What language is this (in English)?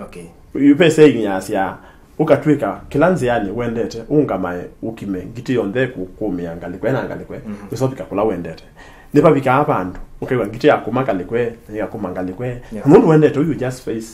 Kamba